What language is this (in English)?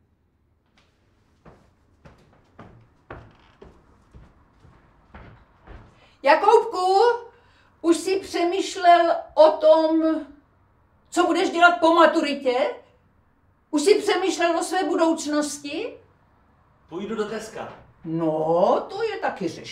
Czech